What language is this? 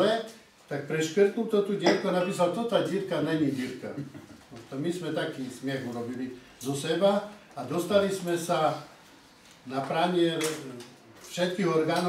Slovak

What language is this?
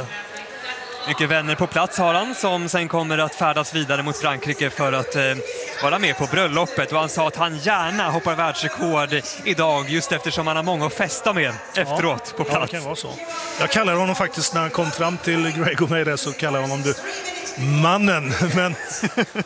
Swedish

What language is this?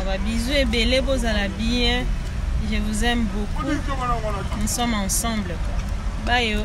Lingala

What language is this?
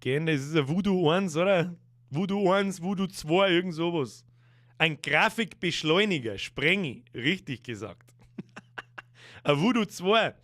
Bavarian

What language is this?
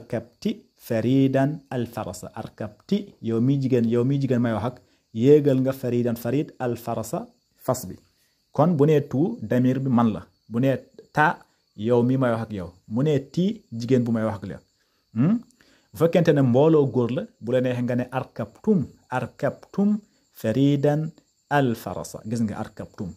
Wolof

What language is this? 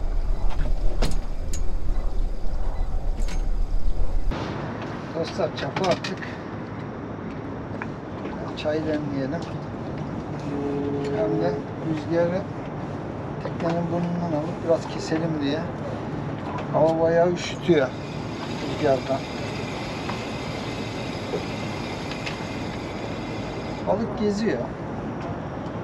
Turkish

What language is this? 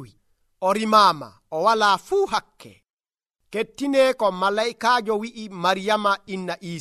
Nigerian Fulfulde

